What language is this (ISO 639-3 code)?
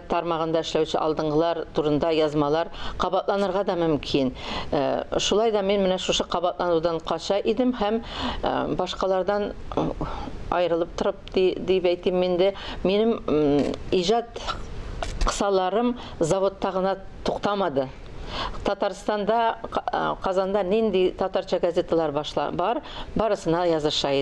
tat